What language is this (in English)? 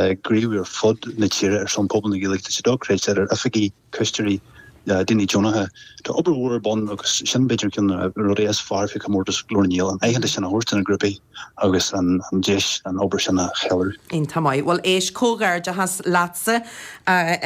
Irish